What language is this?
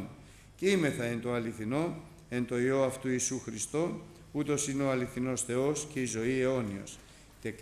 Greek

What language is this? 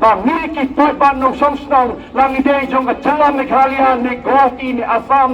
Khasi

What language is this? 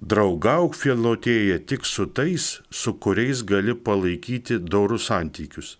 Lithuanian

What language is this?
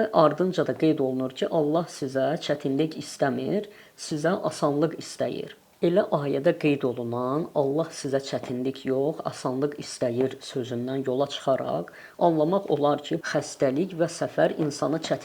Azerbaijani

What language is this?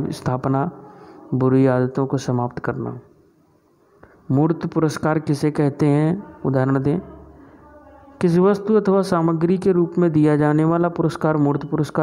Hindi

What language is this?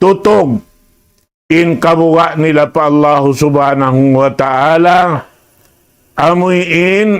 Tausug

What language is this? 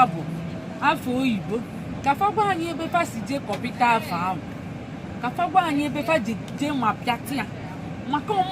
Igbo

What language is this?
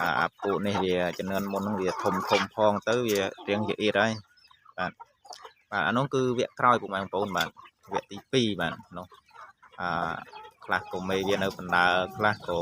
Khmer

